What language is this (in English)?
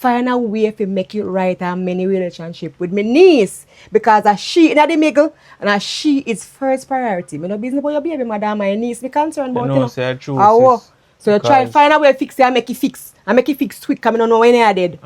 Jamaican Creole English